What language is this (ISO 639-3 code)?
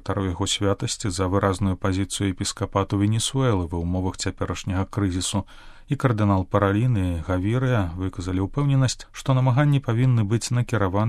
bel